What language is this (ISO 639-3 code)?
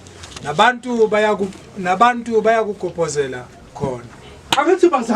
zul